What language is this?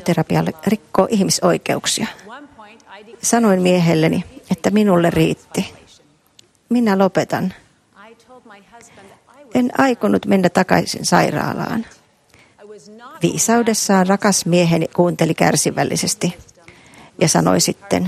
Finnish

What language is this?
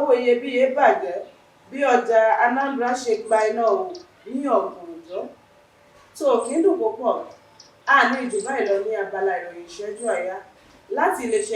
Yoruba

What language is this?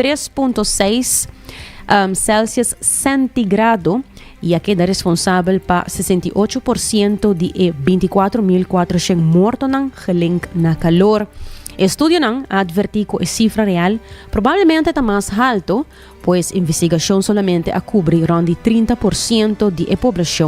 Papiamento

